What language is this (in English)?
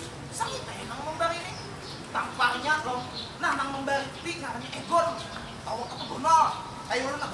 Banjar